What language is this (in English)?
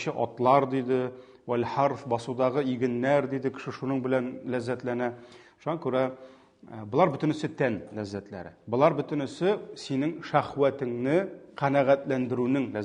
Tatar